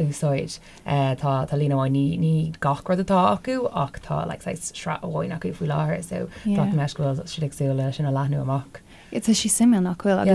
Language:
Irish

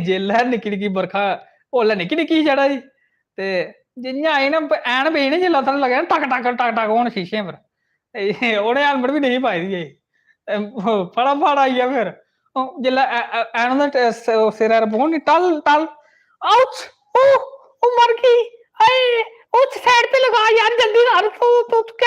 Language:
Dogri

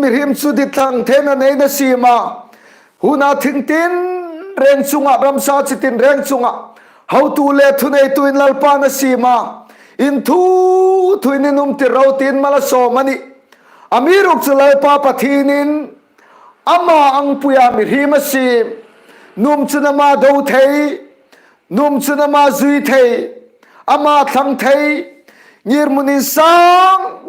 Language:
Hmar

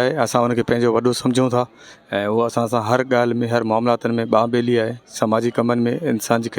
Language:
Sindhi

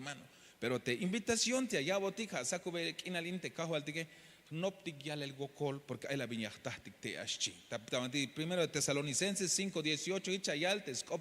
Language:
Tzeltal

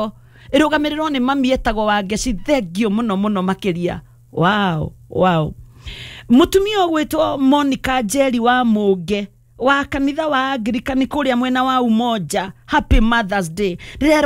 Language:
Kikuyu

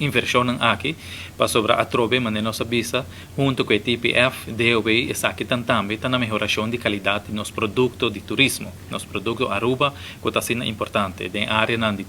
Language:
Papiamento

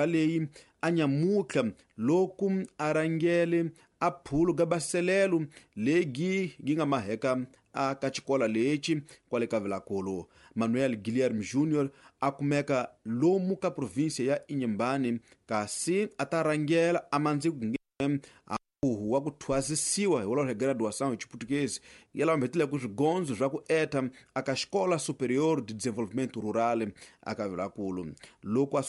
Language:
Tsonga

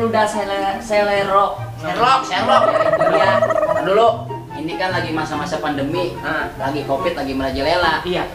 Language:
Betawi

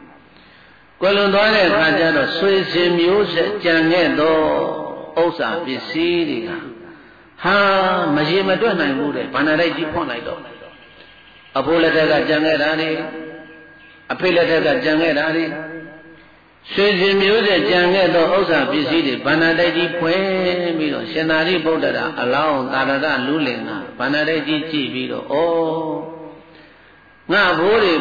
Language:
Burmese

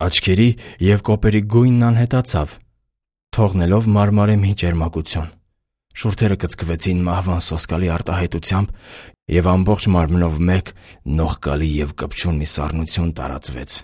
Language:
Armenian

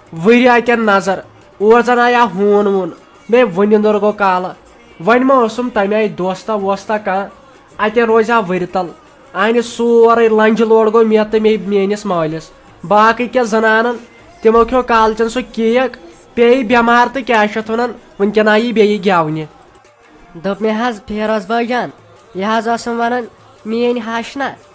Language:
Kashmiri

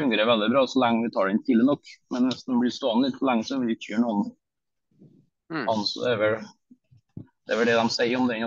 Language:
Norwegian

